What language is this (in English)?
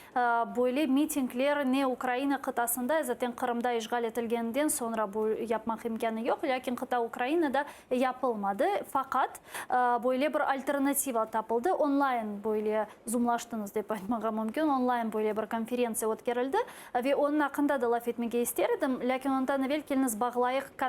Crimean Tatar